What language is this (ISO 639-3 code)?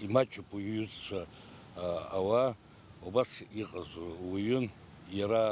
abk